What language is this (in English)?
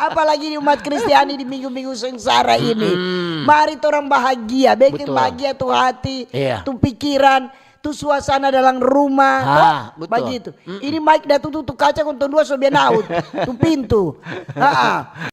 Manado Malay